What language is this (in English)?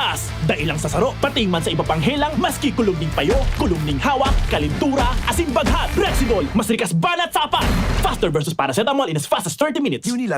Bikol